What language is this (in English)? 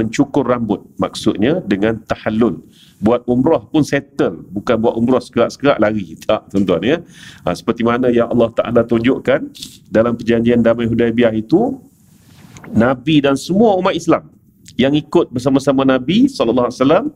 Malay